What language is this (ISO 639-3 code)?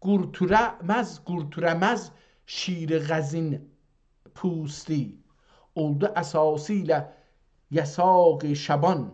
azb